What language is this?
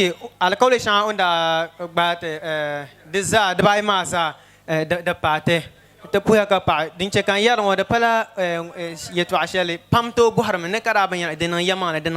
Dagbani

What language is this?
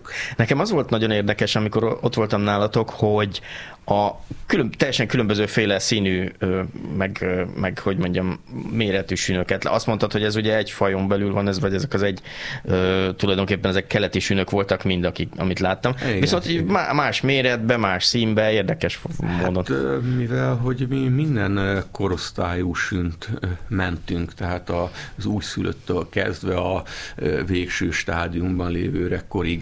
Hungarian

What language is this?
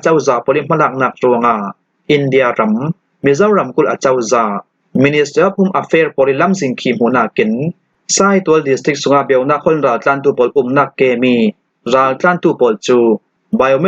Hakha Chin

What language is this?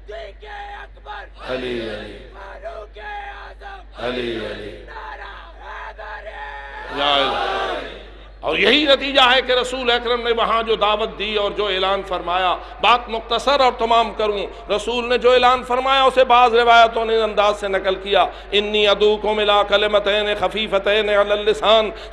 Urdu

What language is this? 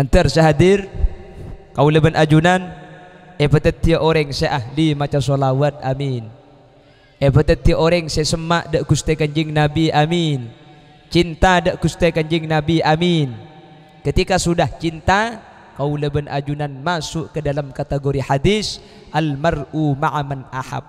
Madurese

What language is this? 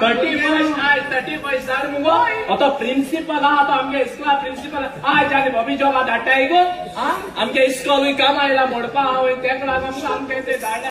Konkani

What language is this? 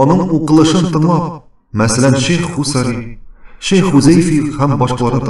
Tatar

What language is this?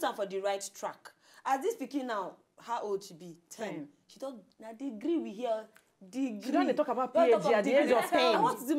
Nigerian Pidgin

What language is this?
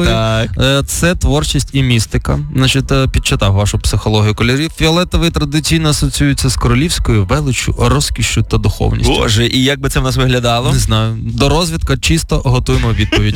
Ukrainian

